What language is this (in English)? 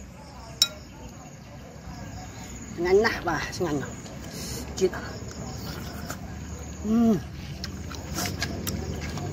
Vietnamese